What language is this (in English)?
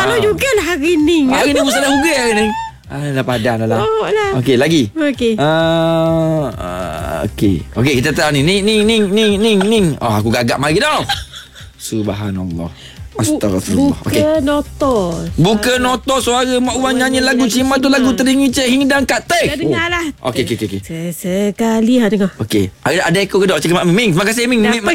Malay